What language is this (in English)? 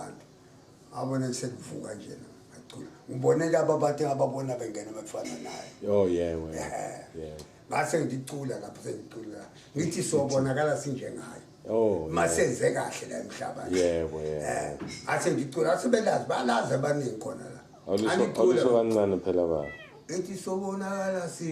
Zulu